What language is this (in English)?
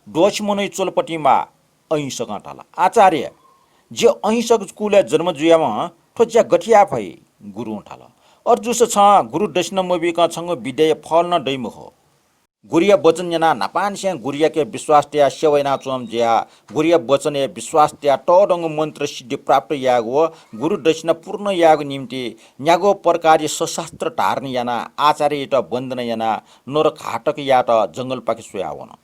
Newari